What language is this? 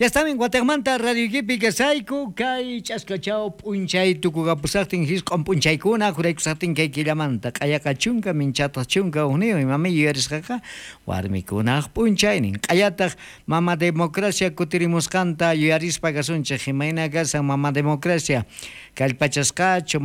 South Bolivian Quechua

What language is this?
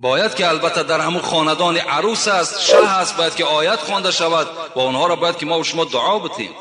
Tajik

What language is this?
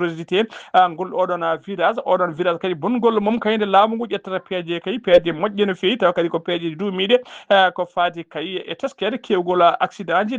Fula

